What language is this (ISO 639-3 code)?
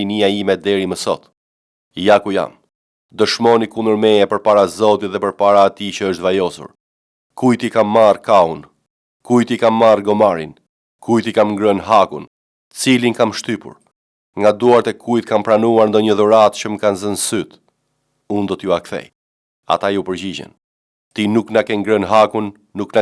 sqi